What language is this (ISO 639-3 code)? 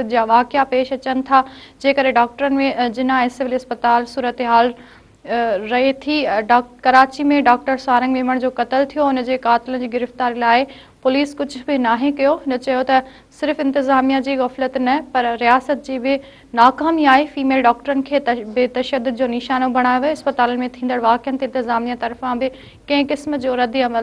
snd